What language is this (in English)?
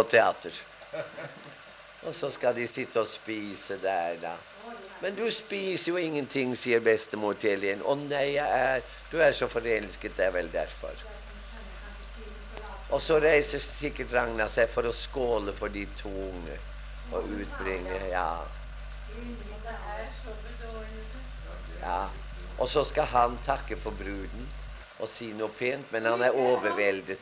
Norwegian